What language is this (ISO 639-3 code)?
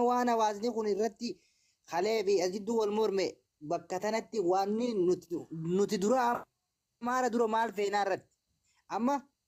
orm